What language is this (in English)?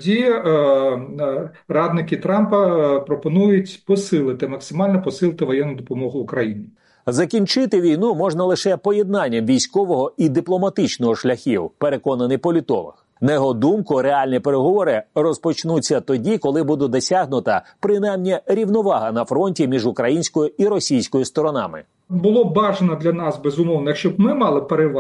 Ukrainian